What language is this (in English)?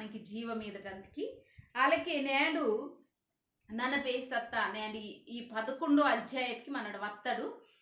Koya